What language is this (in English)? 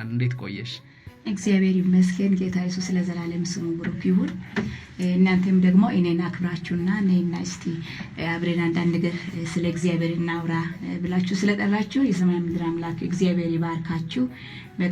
Amharic